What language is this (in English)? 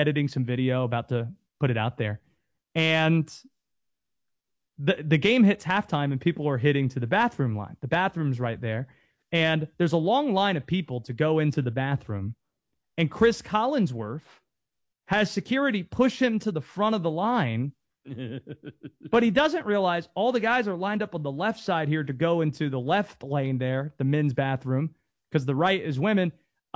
English